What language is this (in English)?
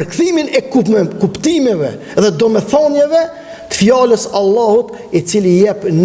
Albanian